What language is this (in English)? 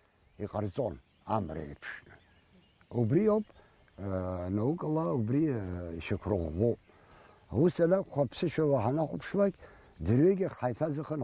Abkhazian